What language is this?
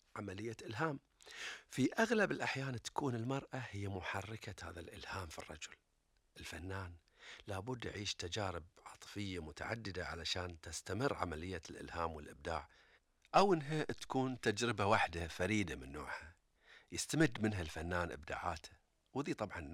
Gulf Arabic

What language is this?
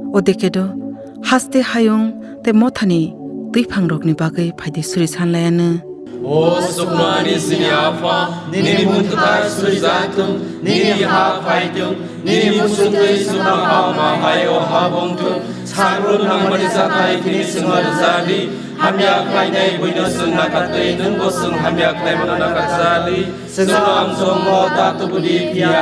Kok Borok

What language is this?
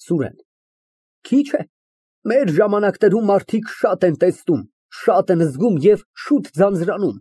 Armenian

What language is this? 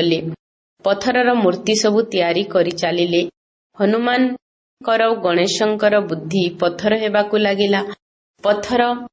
Odia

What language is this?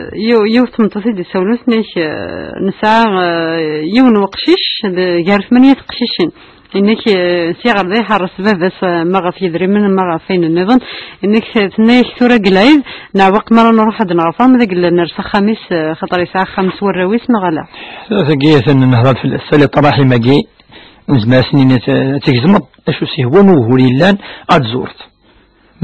Kabyle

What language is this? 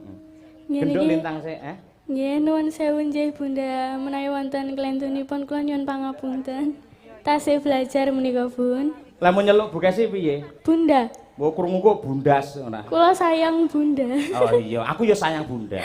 Javanese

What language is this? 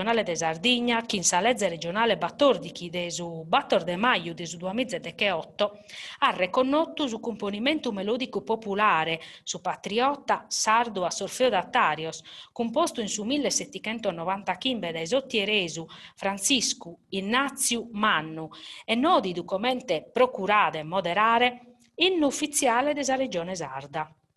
Sardinian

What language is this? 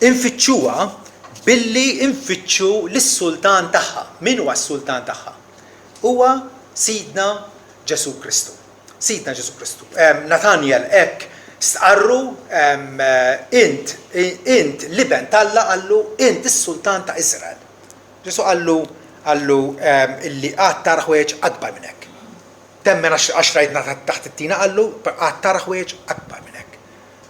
Maltese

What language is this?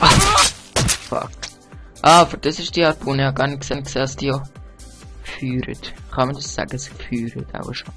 Swiss German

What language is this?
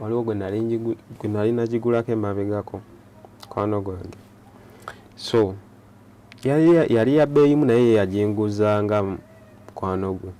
Ganda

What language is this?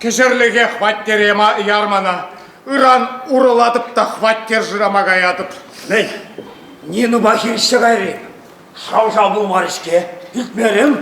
Chuvash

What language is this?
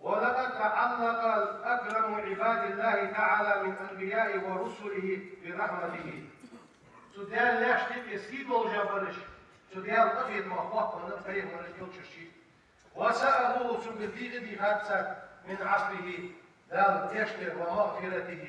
Ingush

